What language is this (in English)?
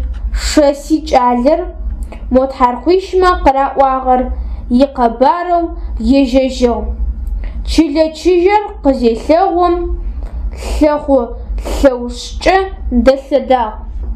Adyghe